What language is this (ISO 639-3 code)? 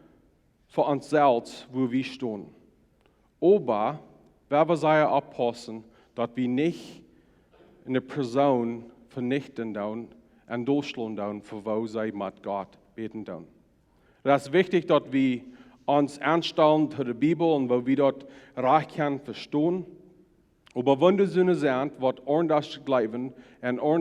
pdt